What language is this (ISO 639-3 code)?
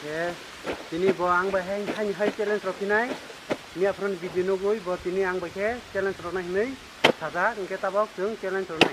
trp